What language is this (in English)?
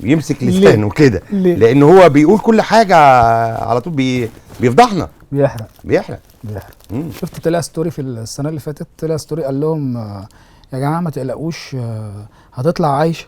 Egyptian Arabic